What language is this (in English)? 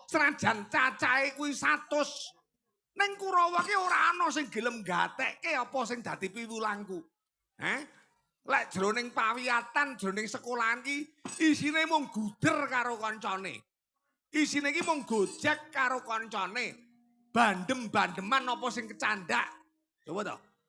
Javanese